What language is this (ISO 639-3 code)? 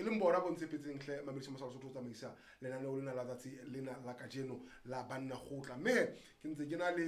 sot